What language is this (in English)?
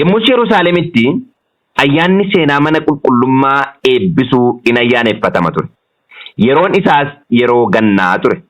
Oromo